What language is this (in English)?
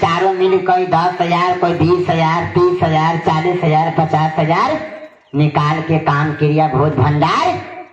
Magahi